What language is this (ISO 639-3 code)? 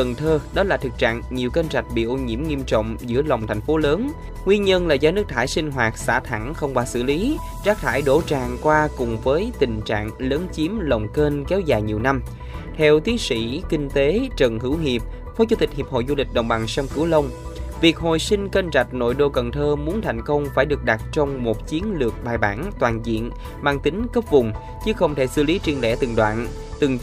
vie